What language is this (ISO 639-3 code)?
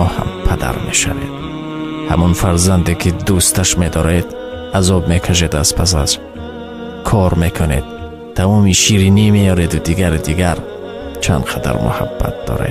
tgk